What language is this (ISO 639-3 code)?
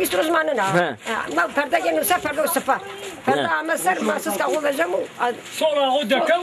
zza